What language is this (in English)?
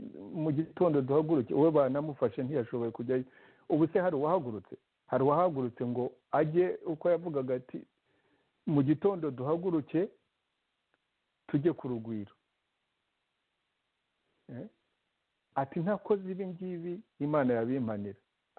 Kinyarwanda